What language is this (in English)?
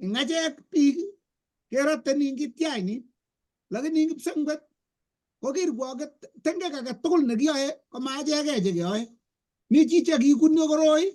Kalenjin